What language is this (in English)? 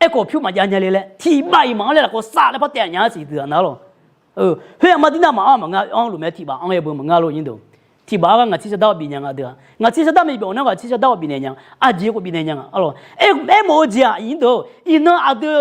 Akha